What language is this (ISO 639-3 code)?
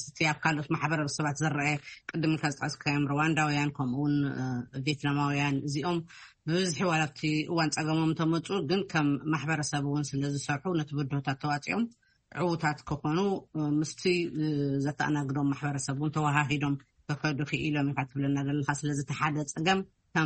tir